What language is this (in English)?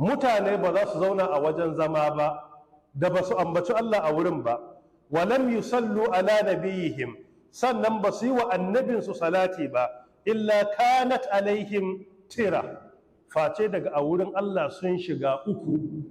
Hausa